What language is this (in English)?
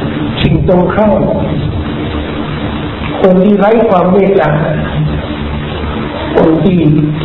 Thai